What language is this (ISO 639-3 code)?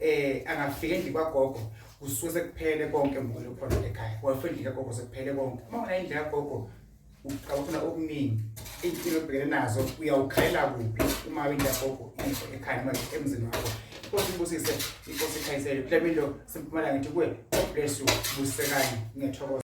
zul